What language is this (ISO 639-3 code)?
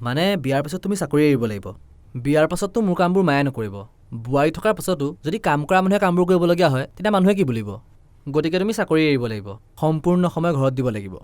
asm